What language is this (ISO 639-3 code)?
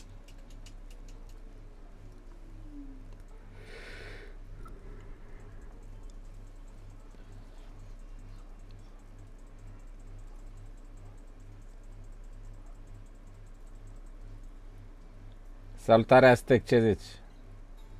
ron